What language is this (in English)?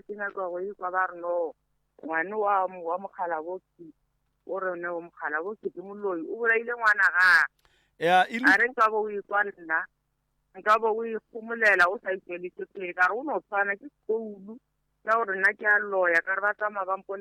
Northern Sotho